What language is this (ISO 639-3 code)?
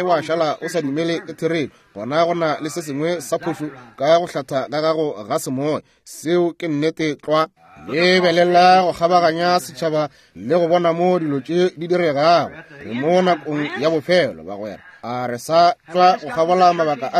nso